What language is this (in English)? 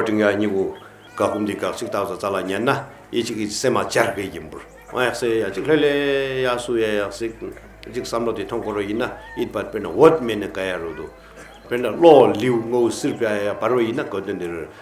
Tibetan